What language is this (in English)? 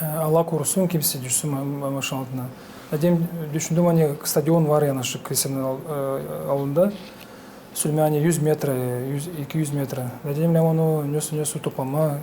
Gagauz